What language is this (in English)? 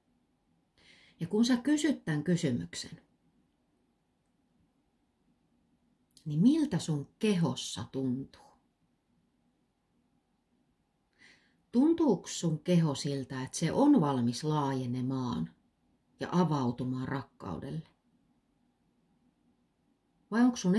Finnish